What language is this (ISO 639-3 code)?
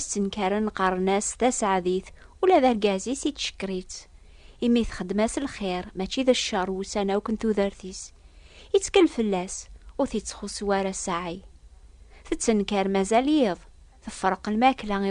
kab